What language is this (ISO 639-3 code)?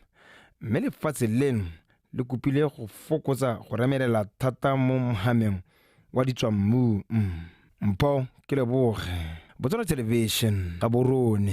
tsn